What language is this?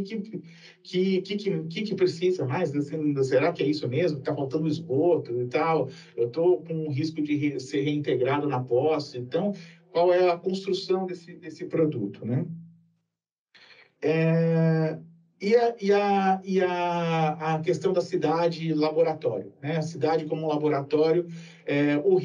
Portuguese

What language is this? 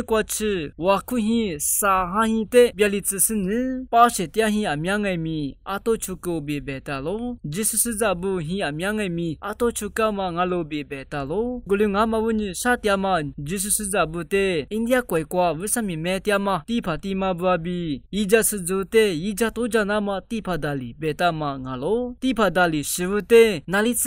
Lisu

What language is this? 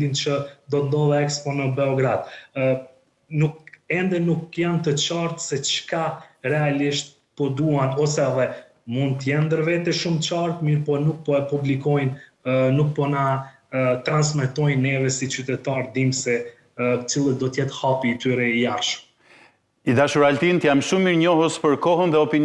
Albanian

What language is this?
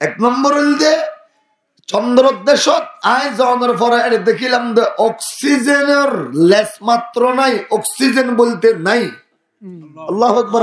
Rohingya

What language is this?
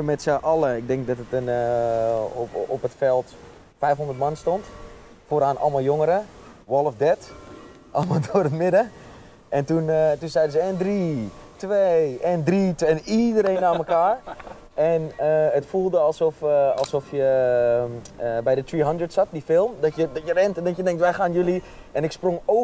Dutch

